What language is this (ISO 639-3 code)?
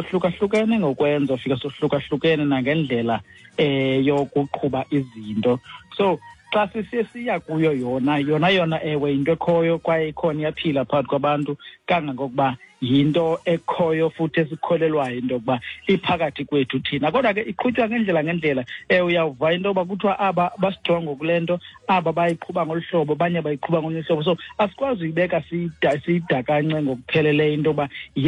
xho